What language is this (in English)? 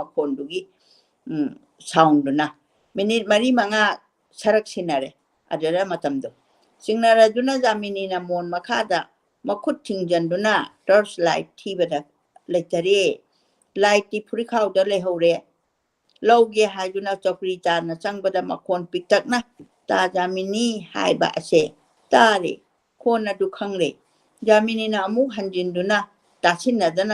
Manipuri